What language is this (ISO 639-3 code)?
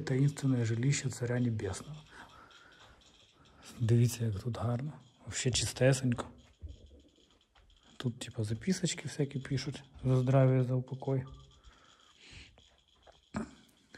ukr